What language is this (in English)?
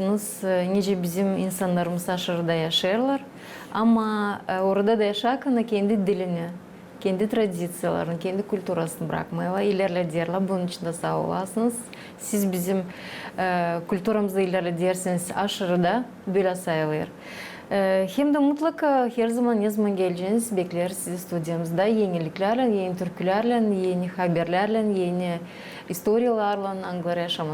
Gagauz